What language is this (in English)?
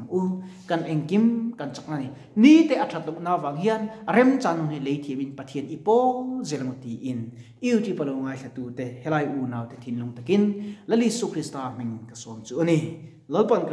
Mizo